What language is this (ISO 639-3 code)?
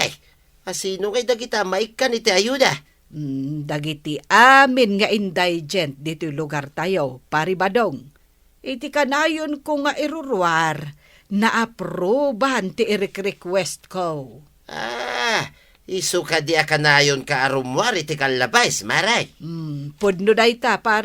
ilo